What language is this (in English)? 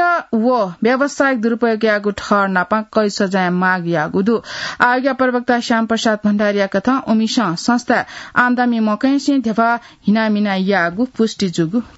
Newari